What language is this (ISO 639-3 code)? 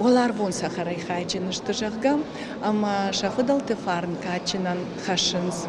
oss